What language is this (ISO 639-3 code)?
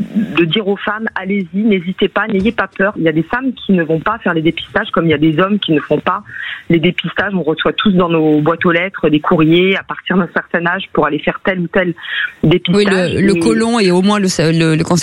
fra